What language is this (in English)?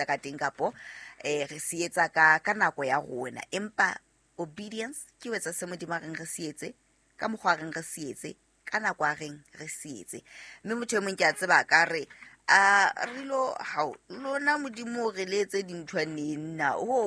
Southern Sotho